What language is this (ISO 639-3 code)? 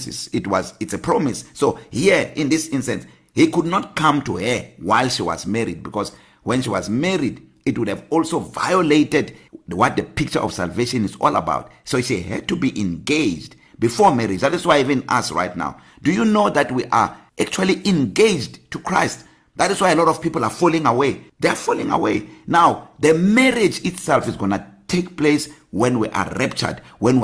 eng